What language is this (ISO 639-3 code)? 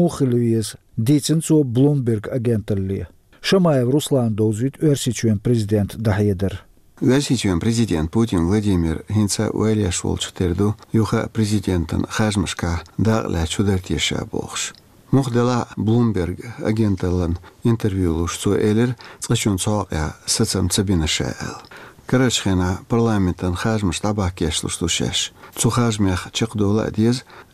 che